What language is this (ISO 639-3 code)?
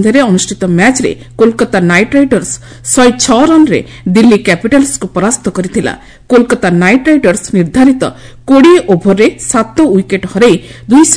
ori